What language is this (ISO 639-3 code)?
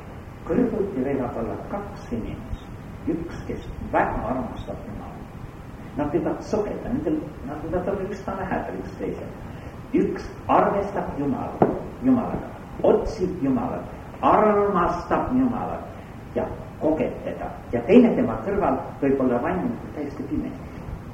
est